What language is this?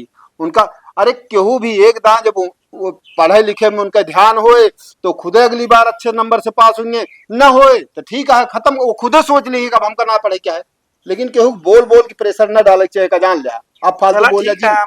Awadhi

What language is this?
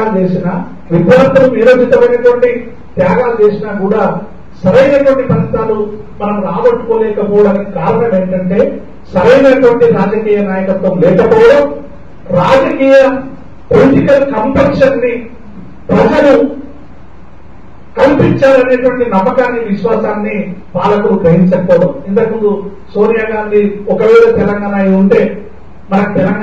Telugu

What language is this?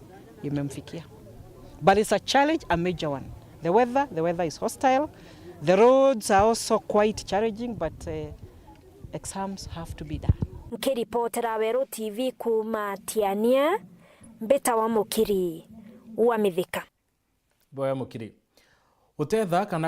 Meru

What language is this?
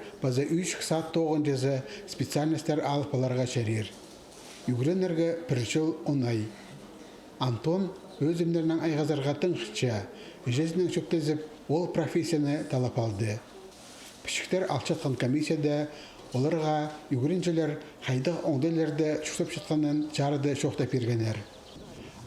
Khakas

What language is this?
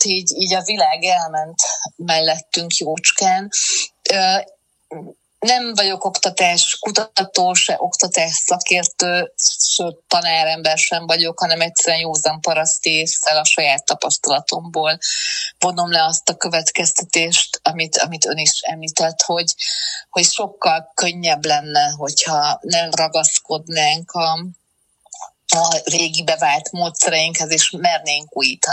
Hungarian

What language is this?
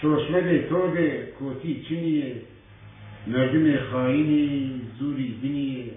Zaza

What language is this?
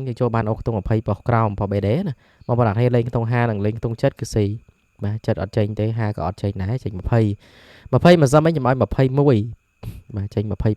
Khmer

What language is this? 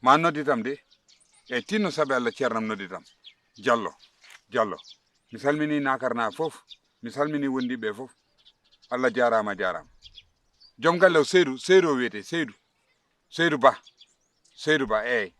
Fula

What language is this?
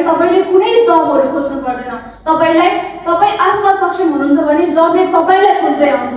Nepali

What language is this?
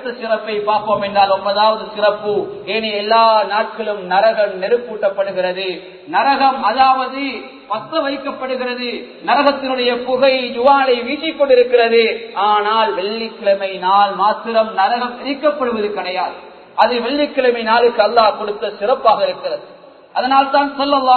Tamil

